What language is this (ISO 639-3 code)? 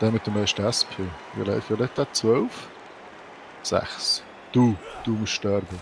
gsw